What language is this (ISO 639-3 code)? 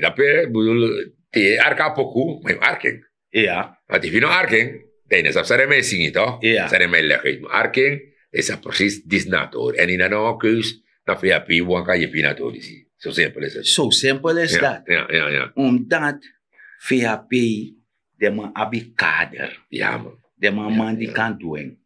srn